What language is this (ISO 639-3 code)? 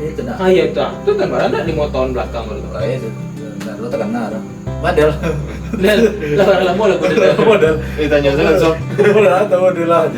min